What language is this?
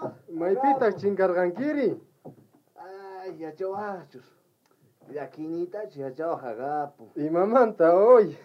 South Bolivian Quechua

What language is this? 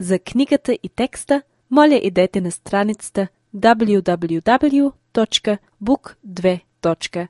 Bulgarian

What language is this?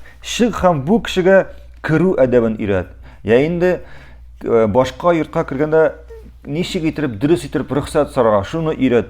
Tatar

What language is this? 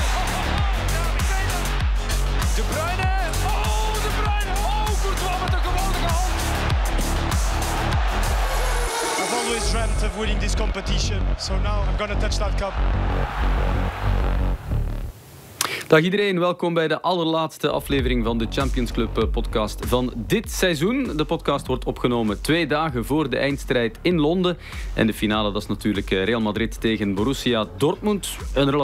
Dutch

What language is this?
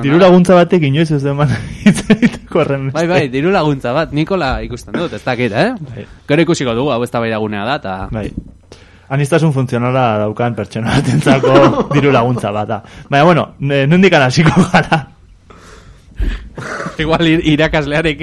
Basque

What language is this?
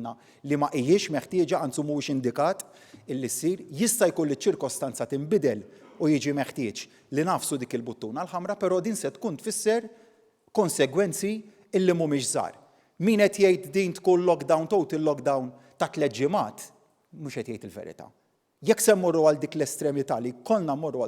Maltese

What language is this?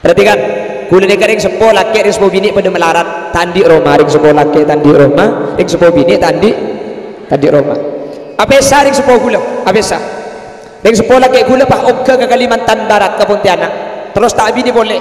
Madurese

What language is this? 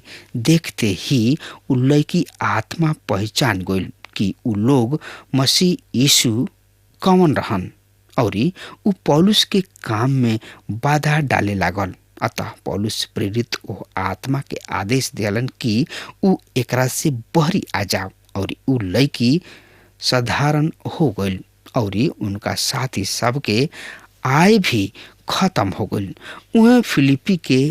Bhojpuri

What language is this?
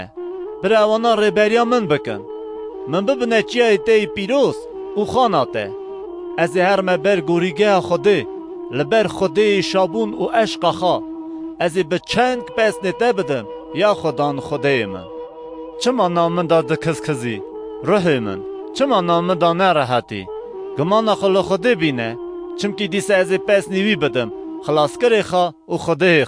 Kurdish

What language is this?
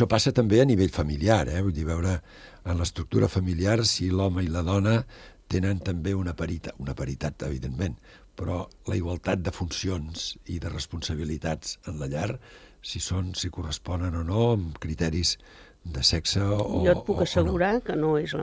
Catalan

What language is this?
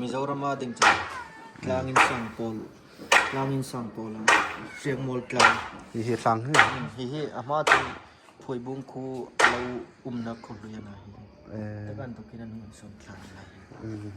Hmar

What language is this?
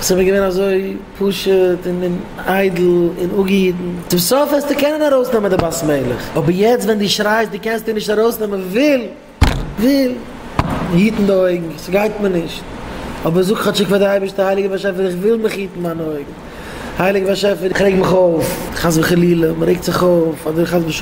Yiddish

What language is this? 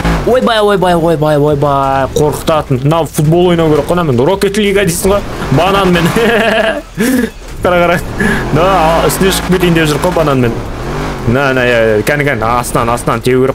Kazakh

